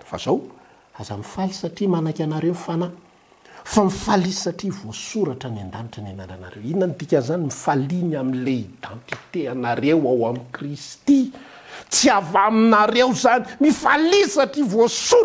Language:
Malagasy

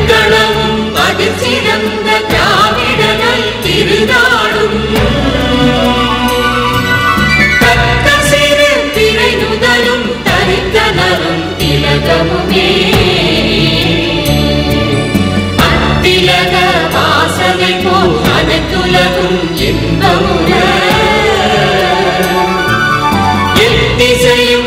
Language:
Tamil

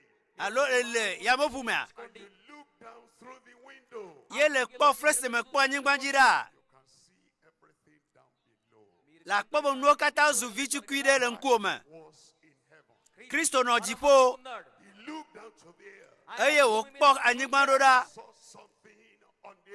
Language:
Ewe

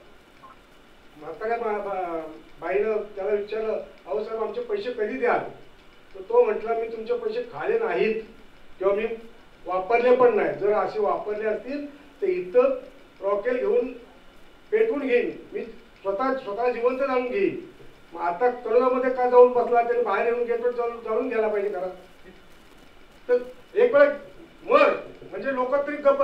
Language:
Marathi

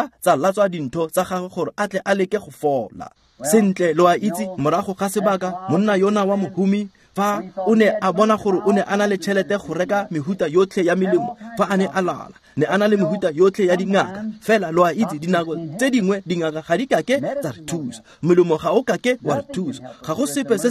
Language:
Tswana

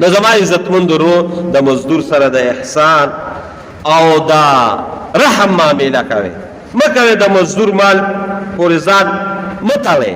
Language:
Pashto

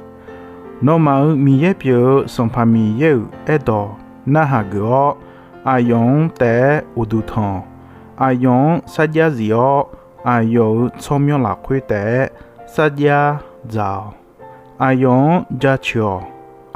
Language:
Akha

